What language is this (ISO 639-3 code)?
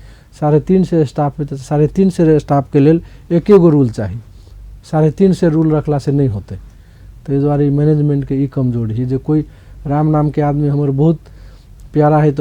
mai